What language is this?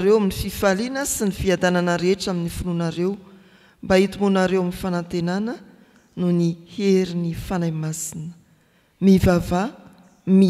Malagasy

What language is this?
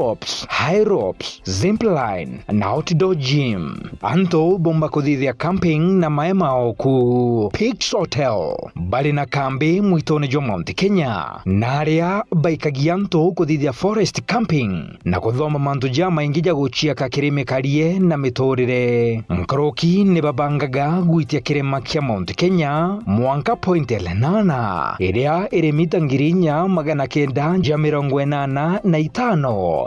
Meru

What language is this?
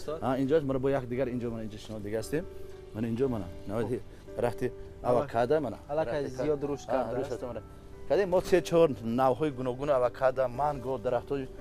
Tajik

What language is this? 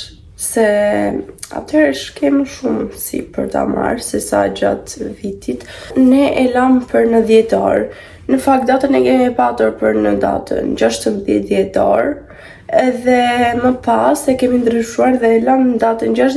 Albanian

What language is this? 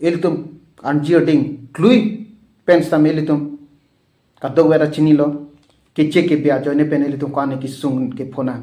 Karbi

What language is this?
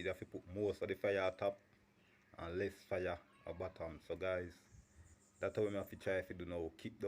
Jamaican Creole English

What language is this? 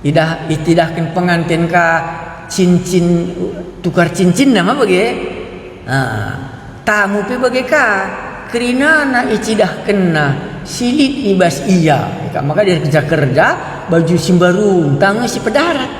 Batak Karo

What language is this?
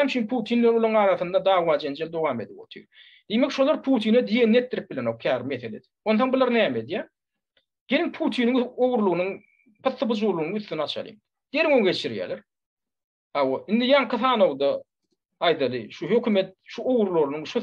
Turkmen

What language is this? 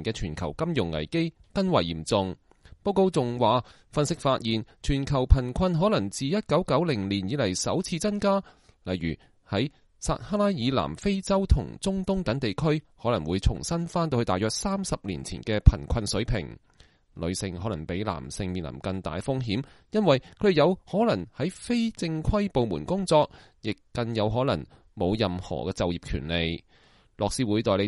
Cantonese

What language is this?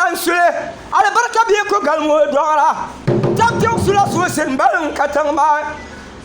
Dagbani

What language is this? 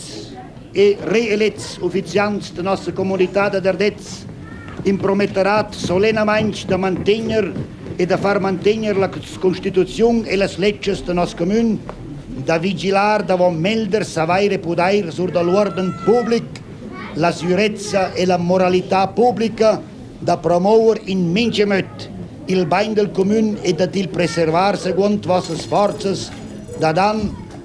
Romansh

